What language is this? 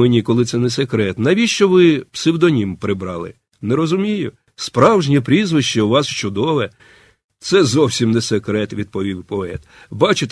Ukrainian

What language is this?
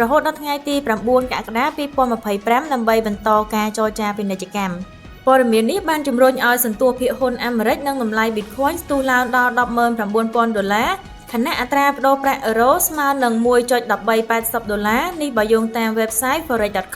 Khmer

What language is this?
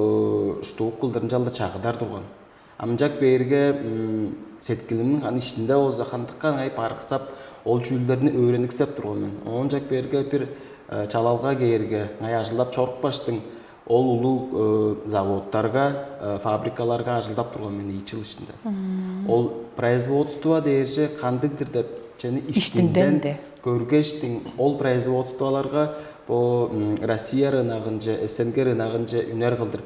Tuvinian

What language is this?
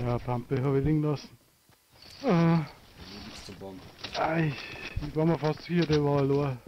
Bavarian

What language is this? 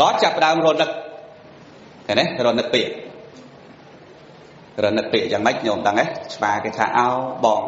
Khmer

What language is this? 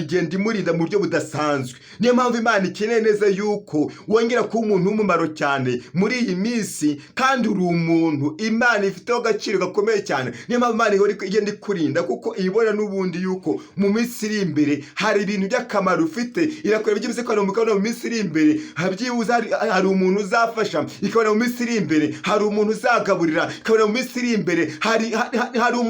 Kinyarwanda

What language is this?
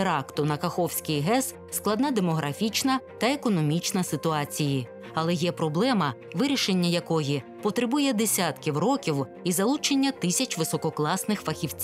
Ukrainian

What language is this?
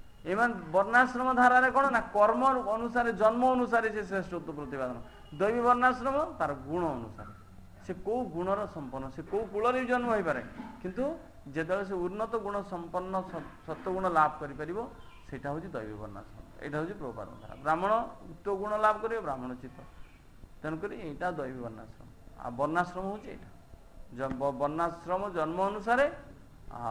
Odia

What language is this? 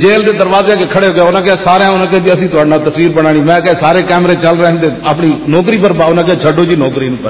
Western Panjabi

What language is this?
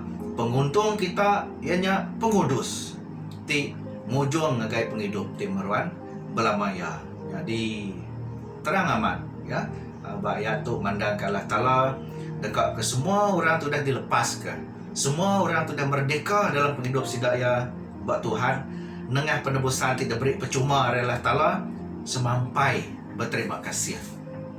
Iban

